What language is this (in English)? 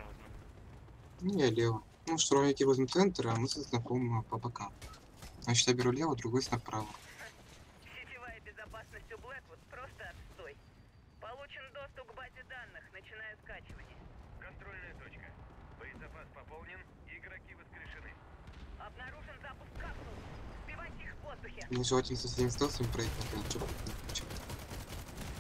Russian